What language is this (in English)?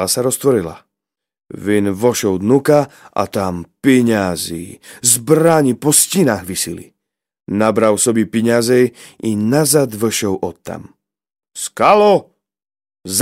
Rusyn